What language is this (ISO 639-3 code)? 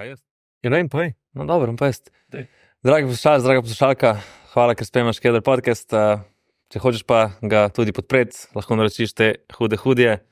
slv